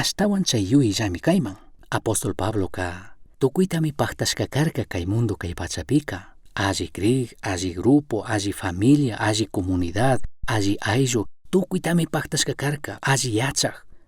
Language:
Chimborazo Highland Quichua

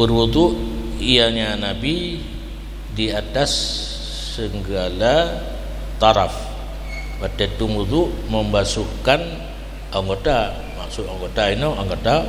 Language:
Achinese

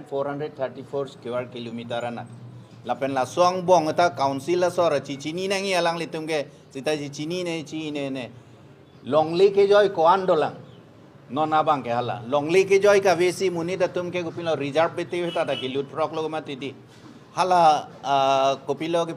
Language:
Karbi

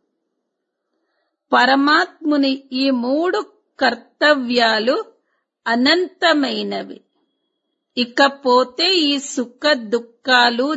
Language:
Telugu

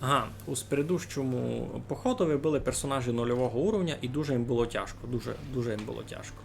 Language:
Rusyn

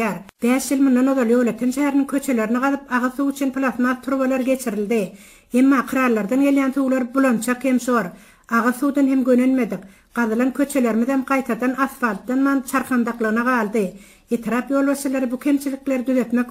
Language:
Turkmen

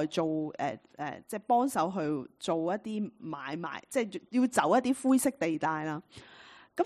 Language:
Cantonese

